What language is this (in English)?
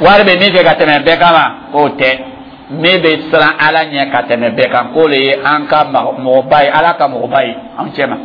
Dyula